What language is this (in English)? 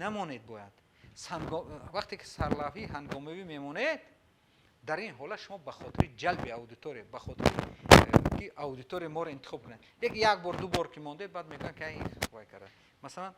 Tajik